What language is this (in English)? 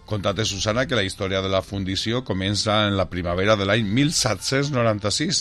Catalan